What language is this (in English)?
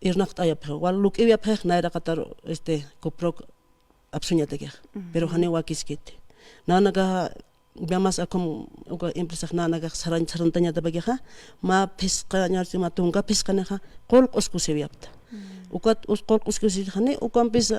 Aymara